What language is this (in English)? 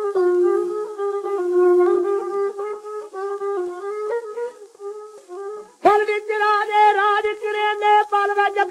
Punjabi